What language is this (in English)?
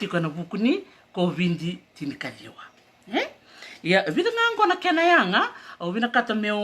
Fijian